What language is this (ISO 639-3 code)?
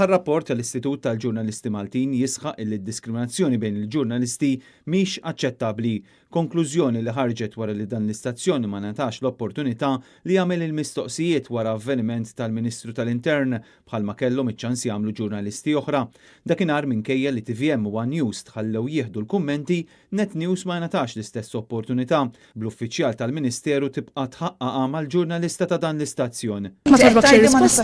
mlt